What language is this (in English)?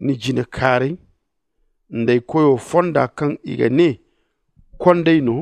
Zarma